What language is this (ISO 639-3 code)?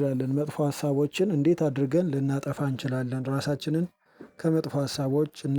amh